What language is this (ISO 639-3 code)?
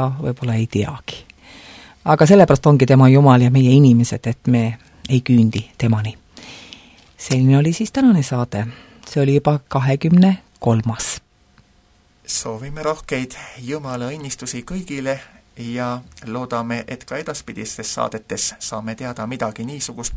est